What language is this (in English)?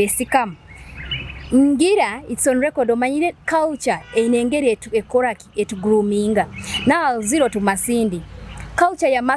Nyoro